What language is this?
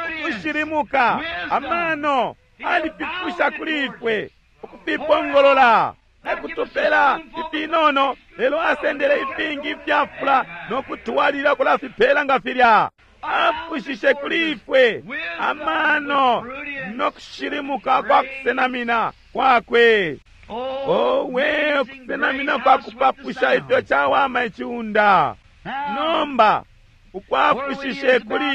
Bemba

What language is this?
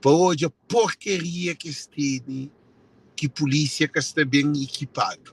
Kabuverdianu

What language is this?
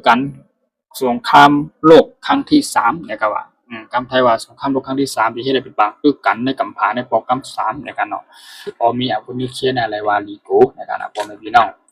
Shan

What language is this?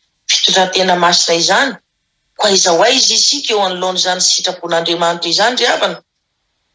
Malagasy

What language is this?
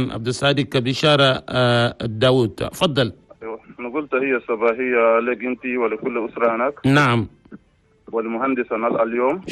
Chadian Arabic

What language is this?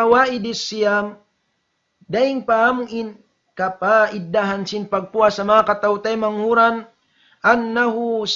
Tausug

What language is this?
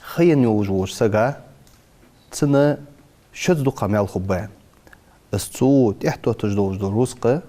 Ingush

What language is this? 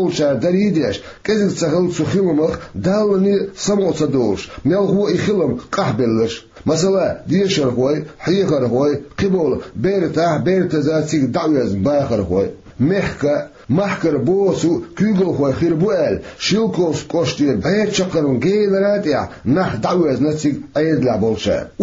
Chechen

